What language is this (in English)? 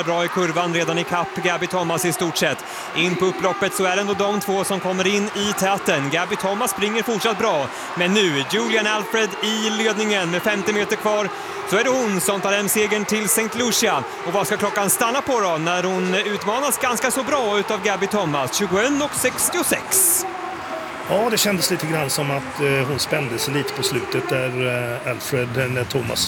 Swedish